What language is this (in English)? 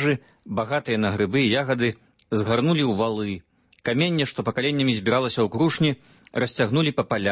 Belarusian